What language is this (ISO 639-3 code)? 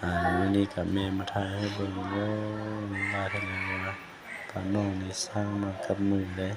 lao